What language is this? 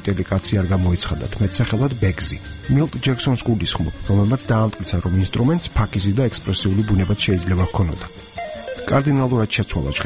Georgian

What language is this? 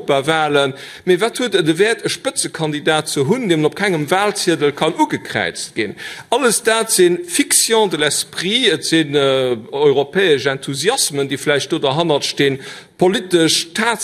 Luxembourgish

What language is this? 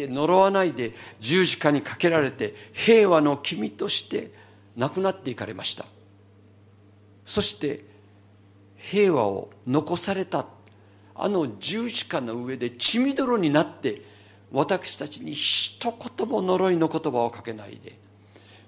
Japanese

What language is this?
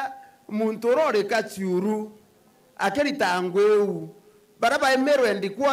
Meru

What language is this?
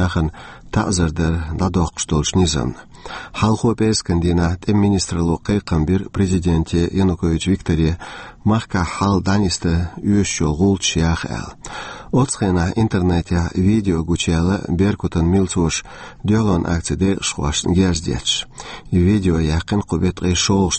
Chechen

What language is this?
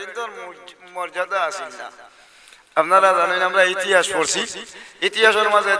Sylheti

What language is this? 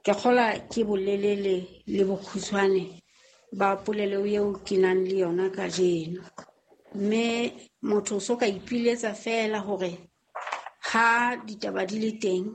Southern Sotho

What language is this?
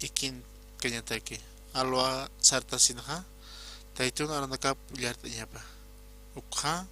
Aymara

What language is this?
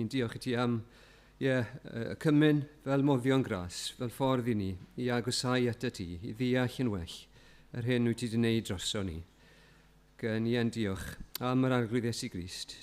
Welsh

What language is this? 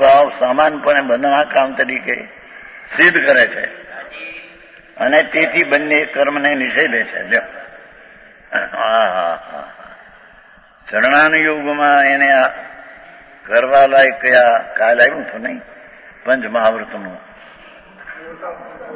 Gujarati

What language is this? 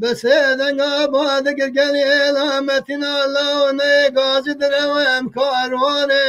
Kurdish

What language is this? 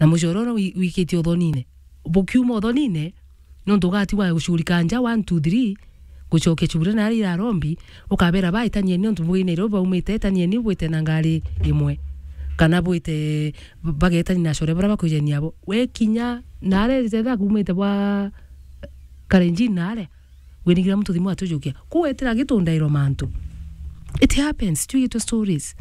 Meru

